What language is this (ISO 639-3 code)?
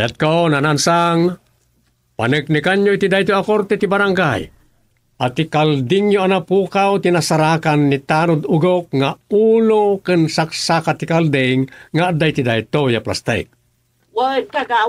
ilo